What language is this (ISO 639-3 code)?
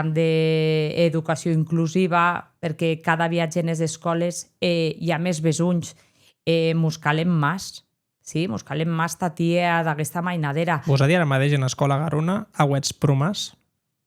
oci